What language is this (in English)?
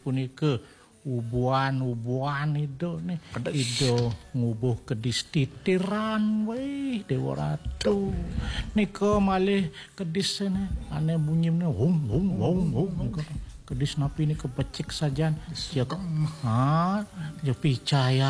Balinese